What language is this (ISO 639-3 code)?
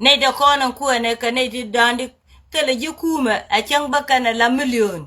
nus